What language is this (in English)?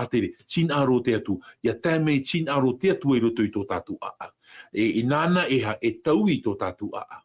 Tahitian